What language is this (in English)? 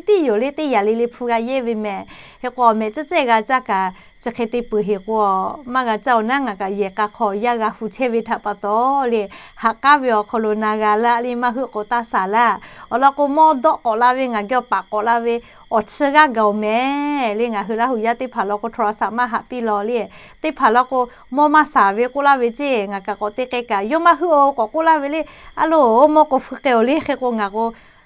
Lahu